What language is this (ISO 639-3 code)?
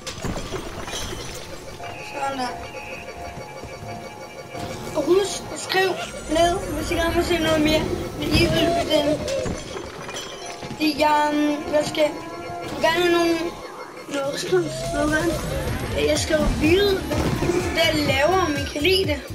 dan